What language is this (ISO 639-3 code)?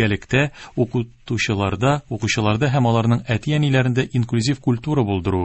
tat